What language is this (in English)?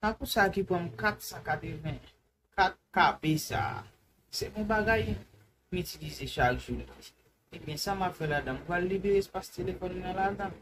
Haitian Creole